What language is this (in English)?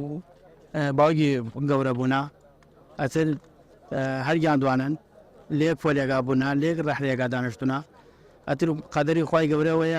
Central Kurdish